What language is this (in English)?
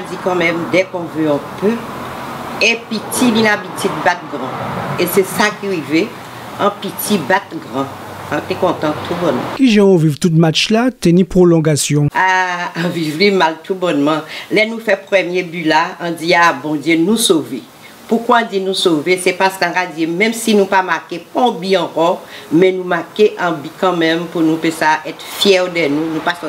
Guadeloupean Creole French